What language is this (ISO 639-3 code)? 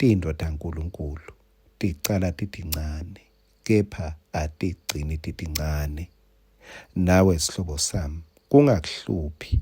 ssw